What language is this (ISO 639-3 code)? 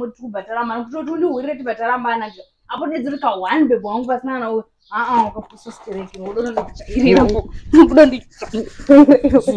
sna